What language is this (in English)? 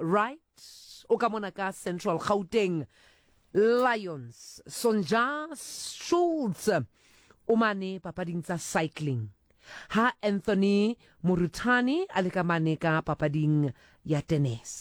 Southern Sotho